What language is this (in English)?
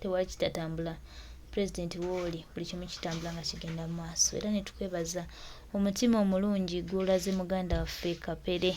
Ganda